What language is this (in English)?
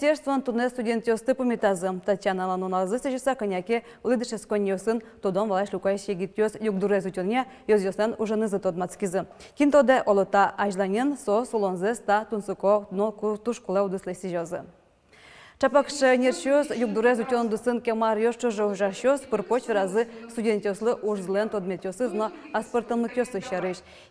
Udmurt